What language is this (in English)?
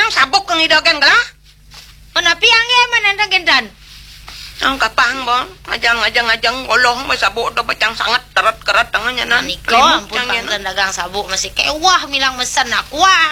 Balinese